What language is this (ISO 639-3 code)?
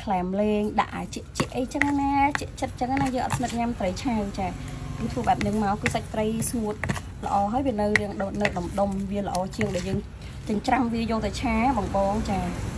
khm